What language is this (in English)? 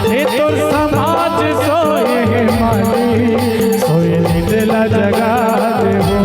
Chhattisgarhi